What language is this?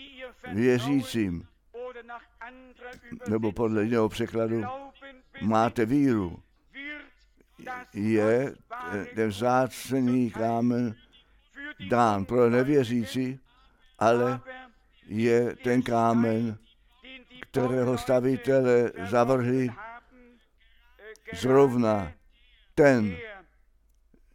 Czech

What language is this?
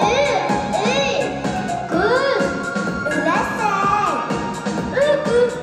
Bashkir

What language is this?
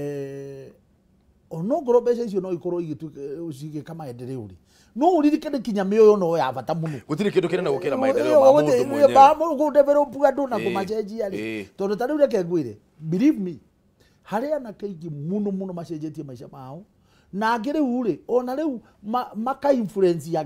Kikuyu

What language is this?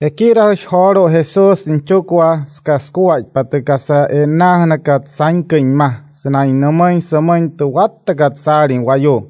Wayuu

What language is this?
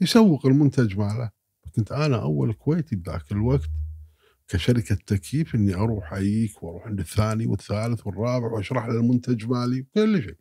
Gulf Arabic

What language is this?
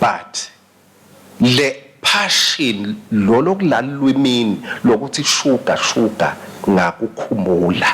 Swati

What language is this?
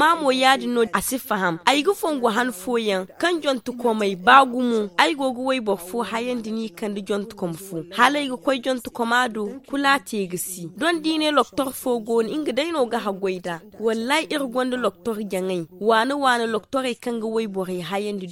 Zarma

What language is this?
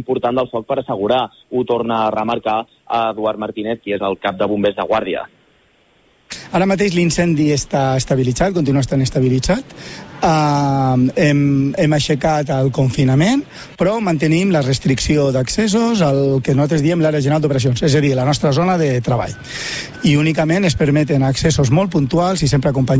Catalan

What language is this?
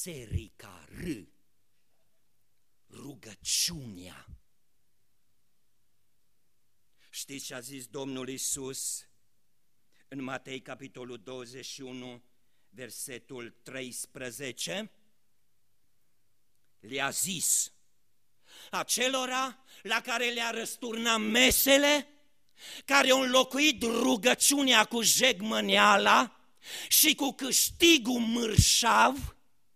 Romanian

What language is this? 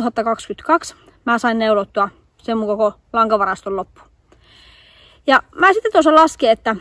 Finnish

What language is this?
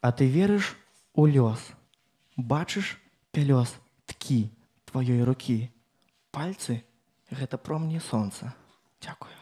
Belarusian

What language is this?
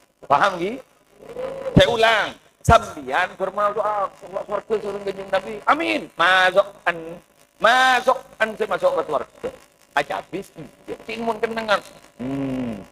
Madurese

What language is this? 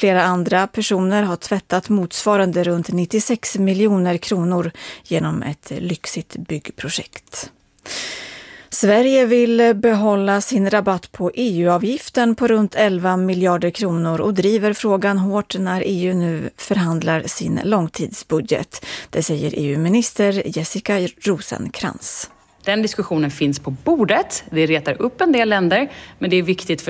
Swedish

